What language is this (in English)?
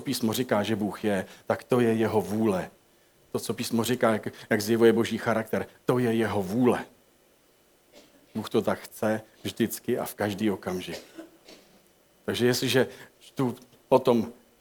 Czech